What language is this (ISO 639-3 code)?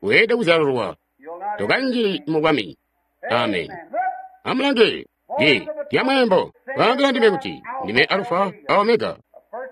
toi